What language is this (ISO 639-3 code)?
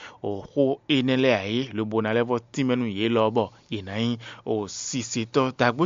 fon